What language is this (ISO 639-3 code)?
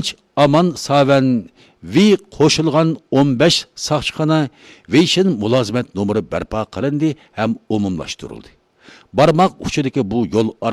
uig